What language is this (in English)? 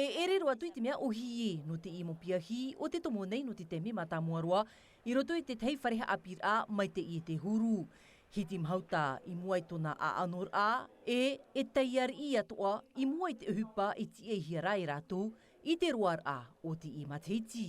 Tahitian